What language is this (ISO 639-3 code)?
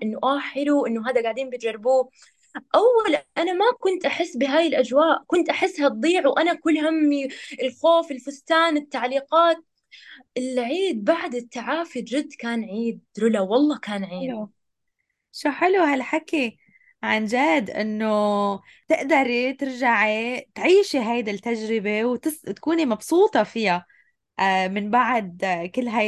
apc